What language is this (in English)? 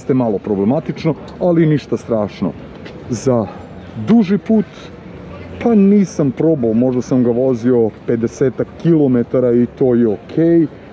Serbian